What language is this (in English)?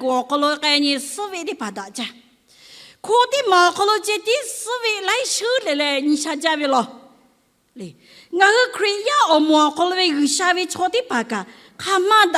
Lahu